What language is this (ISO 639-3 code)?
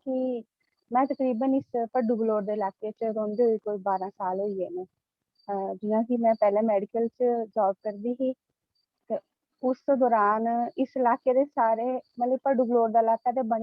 doi